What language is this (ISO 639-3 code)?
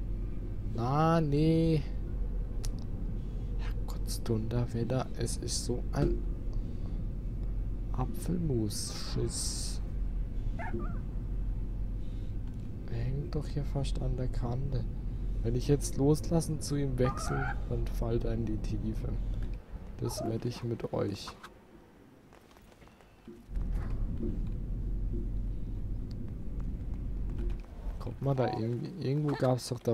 deu